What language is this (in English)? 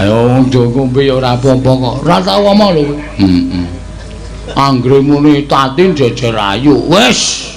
Javanese